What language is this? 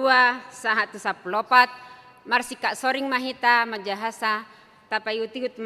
Batak Toba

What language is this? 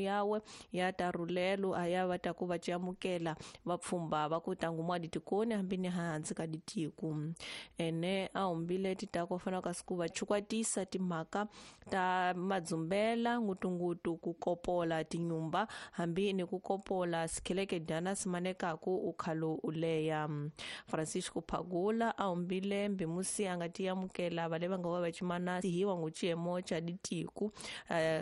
Tsonga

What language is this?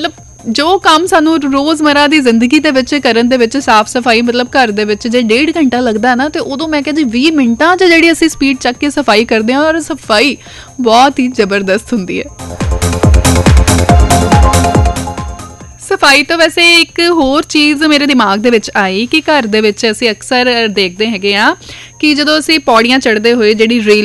Punjabi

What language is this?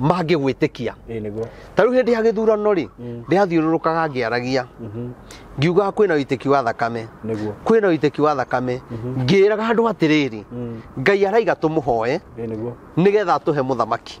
Kikuyu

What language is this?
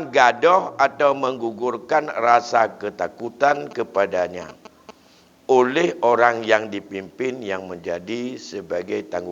Achinese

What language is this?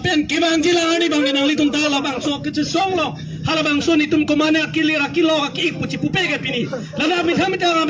Karbi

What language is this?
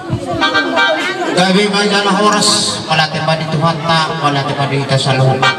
Batak Toba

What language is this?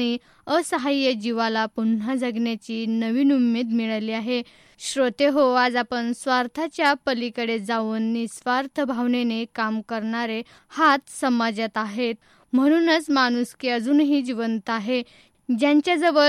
Marathi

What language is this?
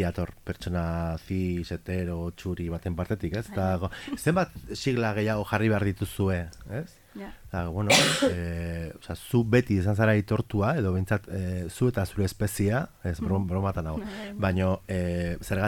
Basque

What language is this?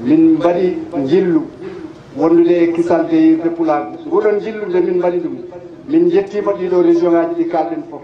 Fula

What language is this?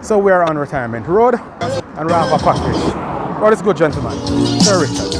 Jamaican Creole English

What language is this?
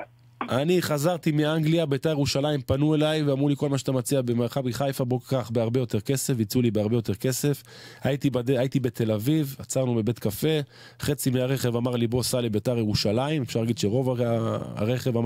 Hebrew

